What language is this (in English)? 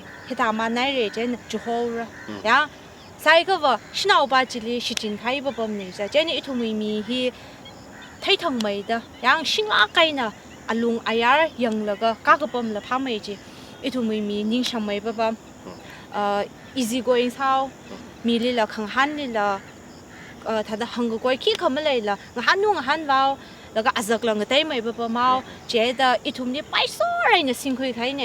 Tangkhul Naga (India)